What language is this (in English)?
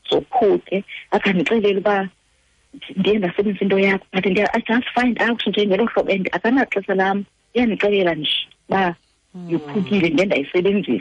Xhosa